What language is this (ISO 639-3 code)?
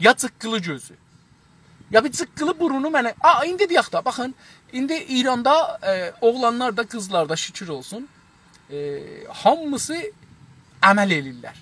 azb